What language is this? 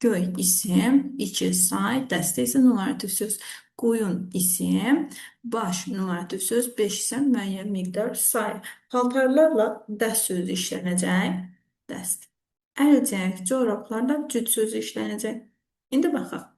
Azerbaijani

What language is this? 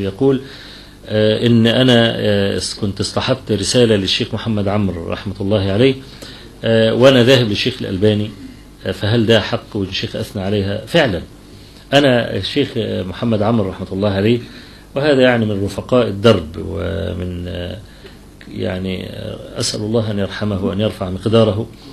Egyptian Arabic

